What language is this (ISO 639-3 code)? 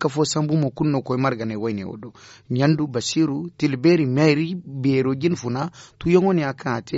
dje